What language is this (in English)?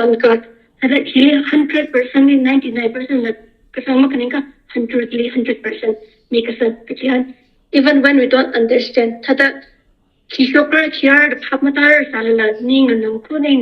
Tangkhul Naga (India)